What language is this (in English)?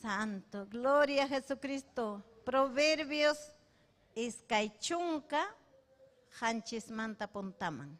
Ayacucho Quechua